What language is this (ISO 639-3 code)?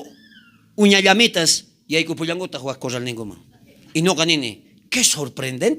quh